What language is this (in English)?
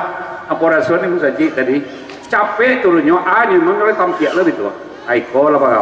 Minangkabau